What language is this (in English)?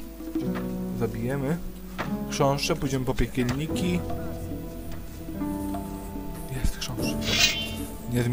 Polish